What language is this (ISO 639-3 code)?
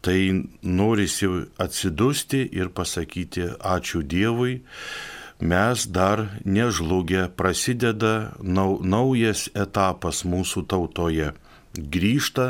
lit